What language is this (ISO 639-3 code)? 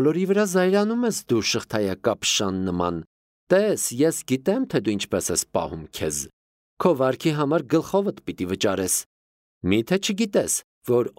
hye